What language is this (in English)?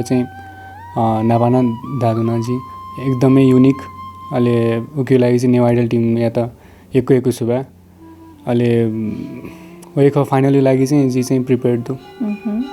Newari